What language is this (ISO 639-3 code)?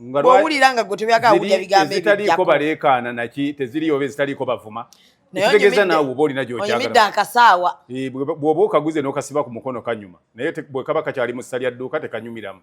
lug